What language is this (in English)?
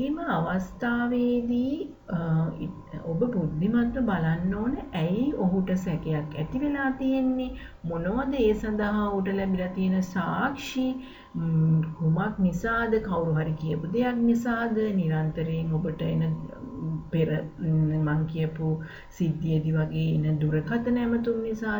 Sinhala